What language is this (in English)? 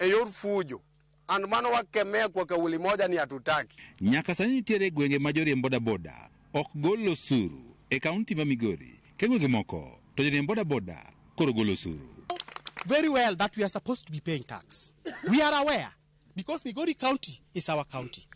Luo (Kenya and Tanzania)